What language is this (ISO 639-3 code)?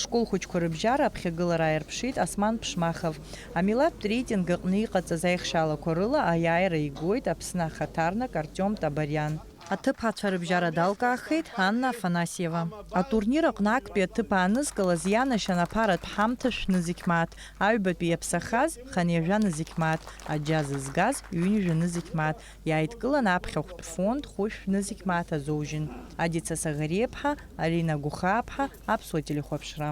abk